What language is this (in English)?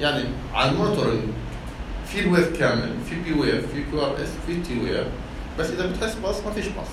North Levantine Arabic